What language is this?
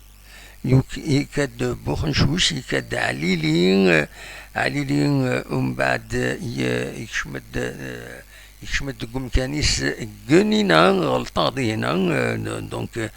Kabyle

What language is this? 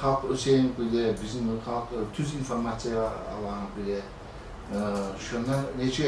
Kumyk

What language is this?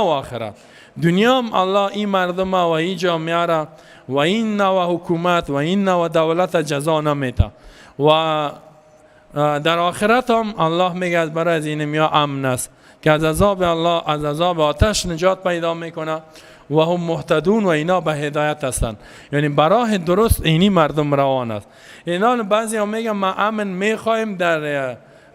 Persian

